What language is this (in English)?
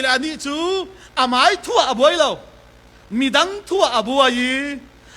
Falam Chin